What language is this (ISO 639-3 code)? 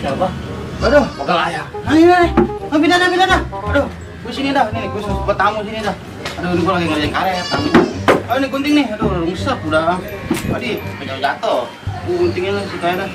bew